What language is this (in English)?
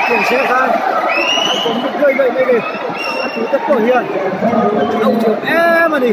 Mizo